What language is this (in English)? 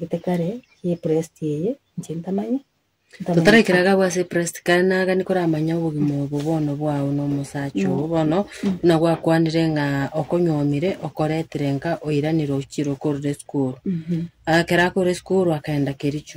Gusii